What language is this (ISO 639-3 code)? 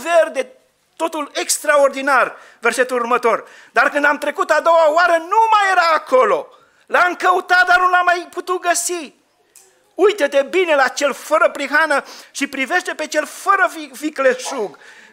ron